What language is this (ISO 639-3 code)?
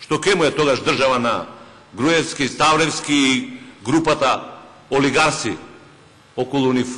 mkd